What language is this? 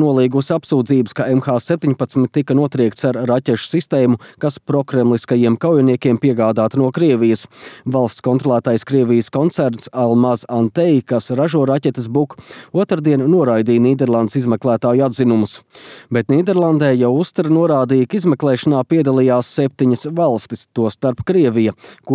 Latvian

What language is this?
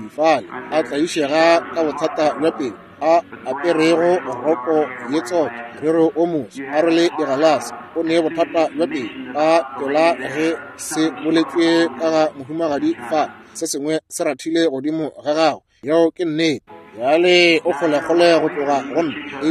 Northern Sotho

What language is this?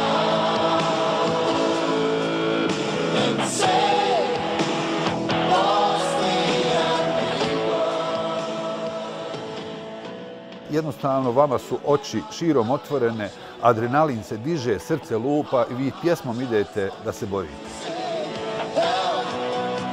Bosnian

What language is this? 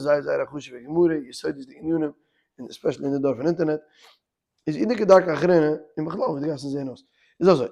Yiddish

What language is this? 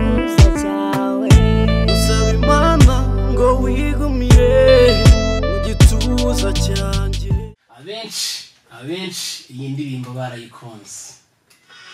Kinyarwanda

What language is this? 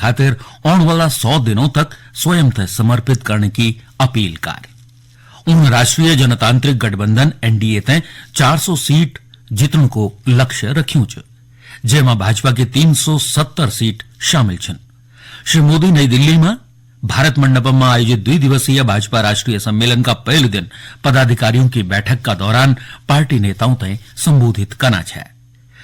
Garhwali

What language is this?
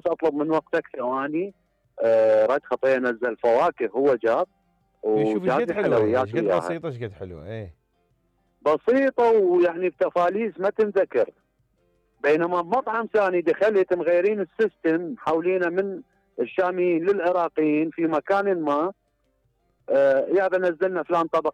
Mesopotamian Arabic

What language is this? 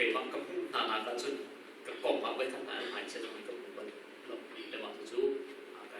Hakha Chin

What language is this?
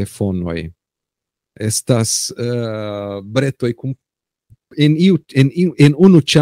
Esperanto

